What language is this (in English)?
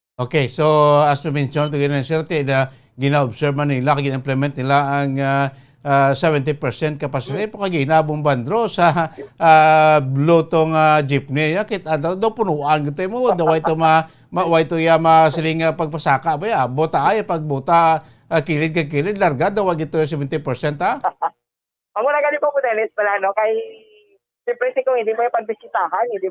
Hiligaynon